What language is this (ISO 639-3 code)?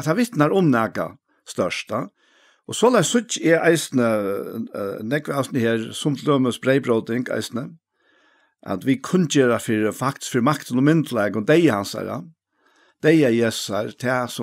fao